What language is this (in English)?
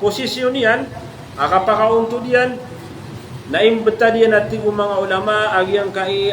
Maranao